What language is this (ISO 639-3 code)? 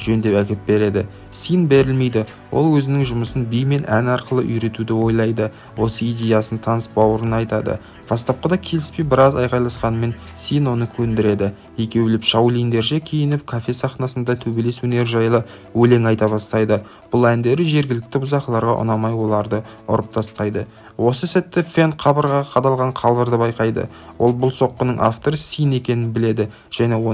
kaz